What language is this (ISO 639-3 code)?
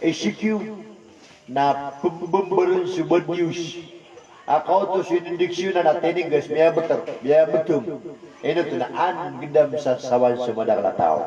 mrw